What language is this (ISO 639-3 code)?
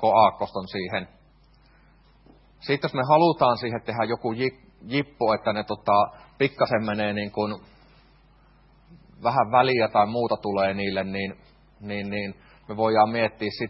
fin